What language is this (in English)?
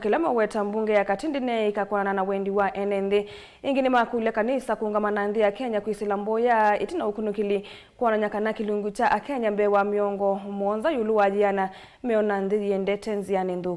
Kamba